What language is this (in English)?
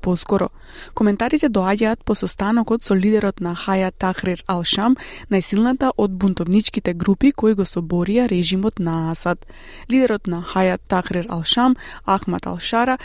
Macedonian